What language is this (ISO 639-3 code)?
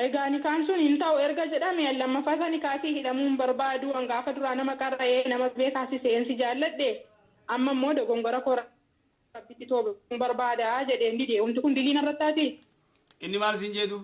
orm